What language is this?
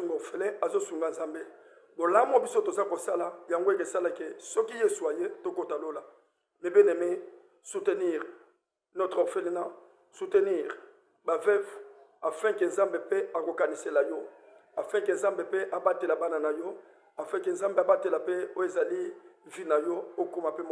Lingala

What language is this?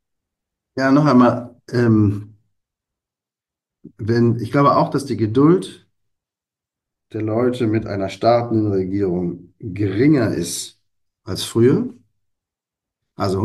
German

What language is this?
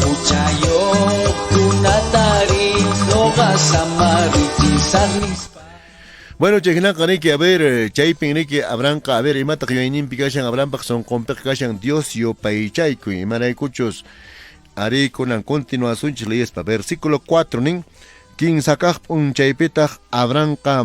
Quechua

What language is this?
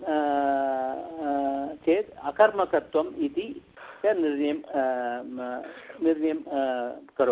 Sanskrit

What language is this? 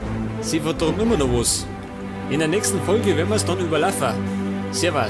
Bavarian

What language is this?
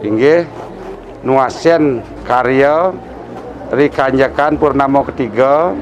Balinese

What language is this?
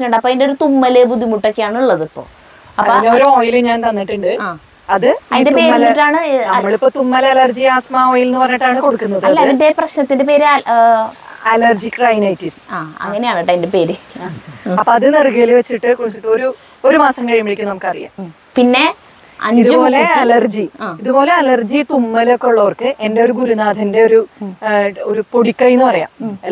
Malayalam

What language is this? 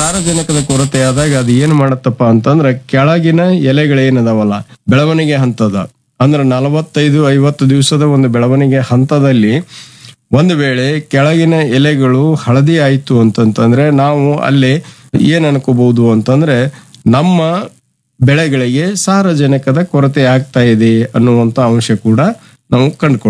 Kannada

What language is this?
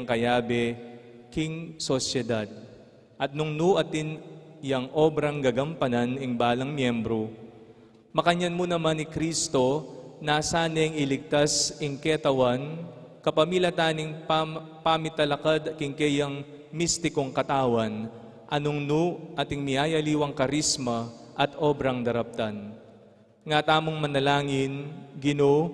Pampanga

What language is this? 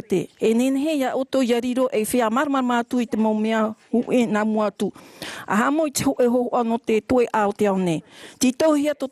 Tahitian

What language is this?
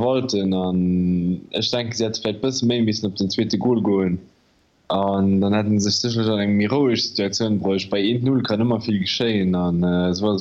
Luxembourgish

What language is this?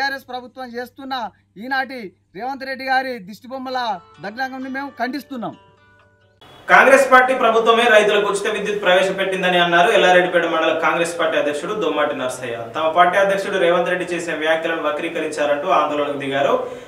Telugu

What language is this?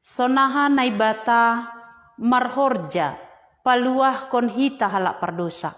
Batak Simalungun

